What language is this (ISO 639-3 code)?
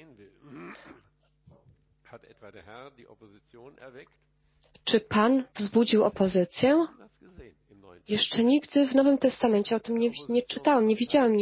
pol